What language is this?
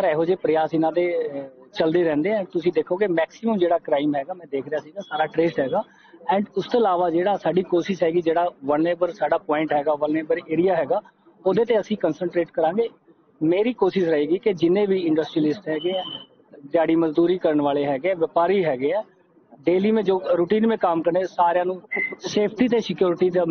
Punjabi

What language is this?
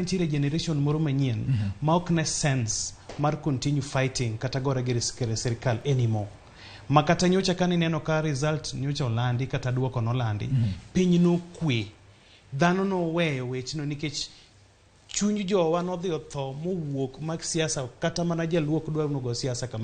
Luo (Kenya and Tanzania)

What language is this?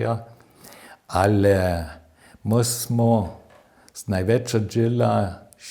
Upper Sorbian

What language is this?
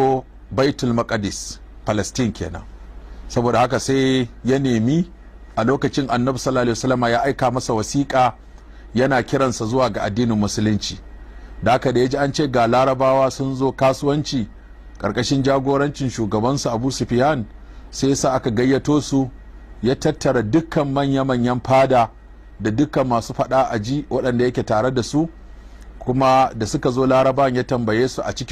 Hausa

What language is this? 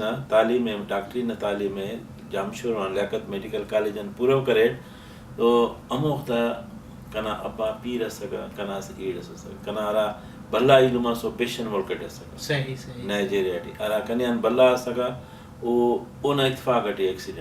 Brahui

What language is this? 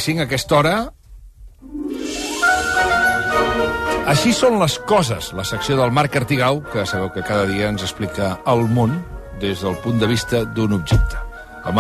Catalan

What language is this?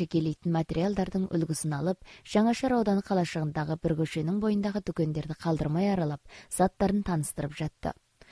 Kazakh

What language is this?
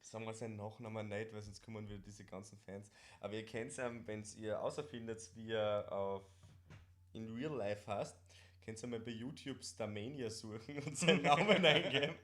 Bavarian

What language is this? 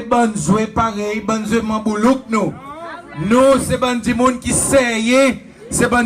Seselwa Creole French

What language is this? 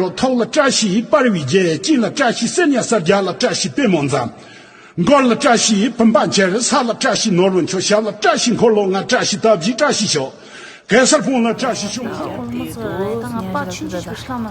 Tibetan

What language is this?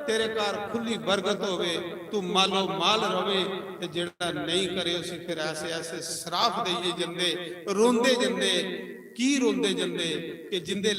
Dogri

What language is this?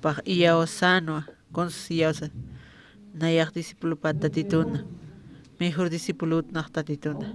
Aymara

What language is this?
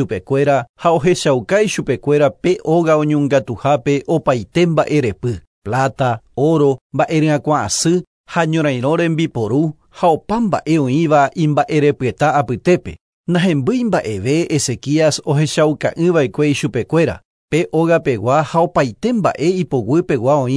Guarani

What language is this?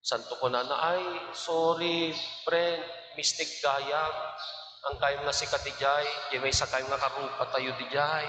Iloko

